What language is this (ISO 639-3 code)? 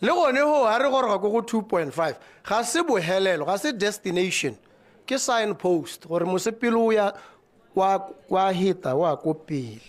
tsn